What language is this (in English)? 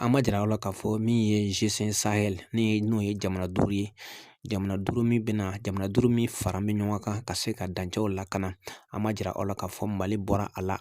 Bambara